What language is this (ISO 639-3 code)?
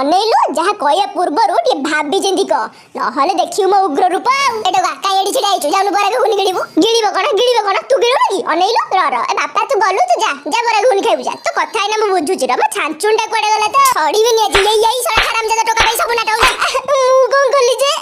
ori